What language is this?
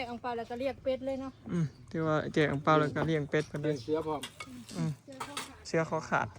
Northeastern Thai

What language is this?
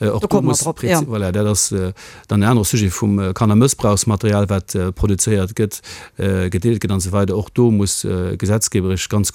Luxembourgish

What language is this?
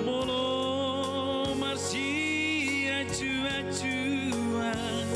Batak Toba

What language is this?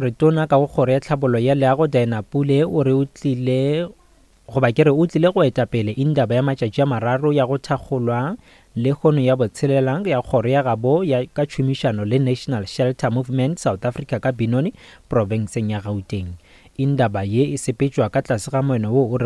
Northern Sotho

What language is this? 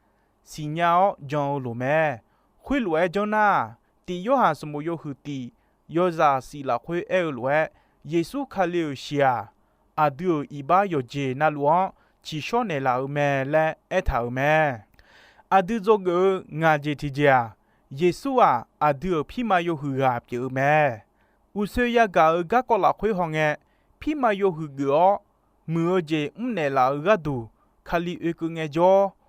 Akha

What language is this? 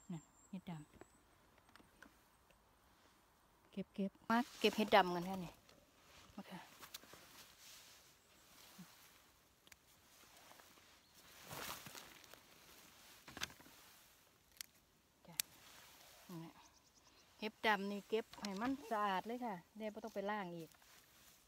Thai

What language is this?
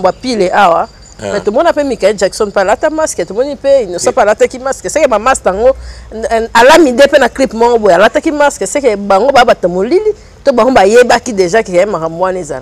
Lingala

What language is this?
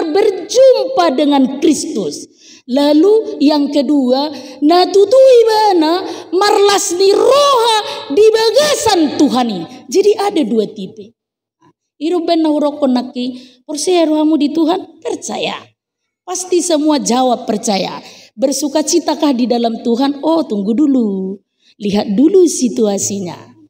Batak Toba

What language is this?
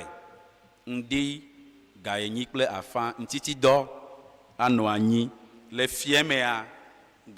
Ewe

